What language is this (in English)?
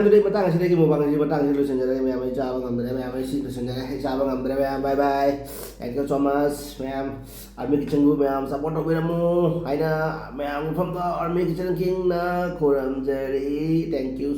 Manipuri